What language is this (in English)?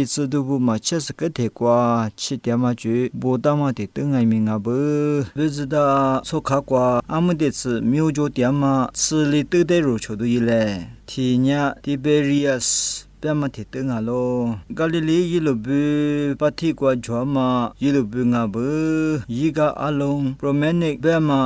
Lisu